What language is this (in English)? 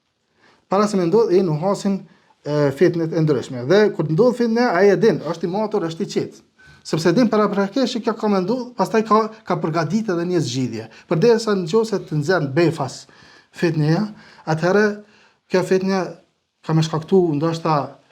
Albanian